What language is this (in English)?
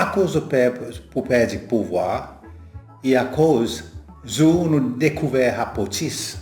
Seselwa Creole French